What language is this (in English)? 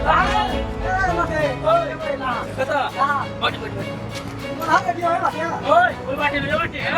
Maithili